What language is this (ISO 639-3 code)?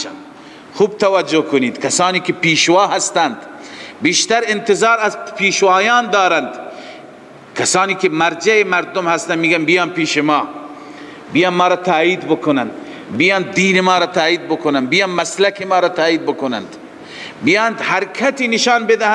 fas